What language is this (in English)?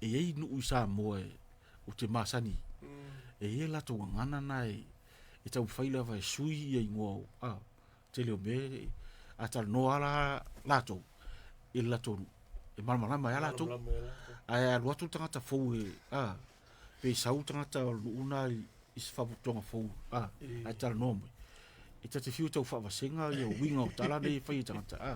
Samoan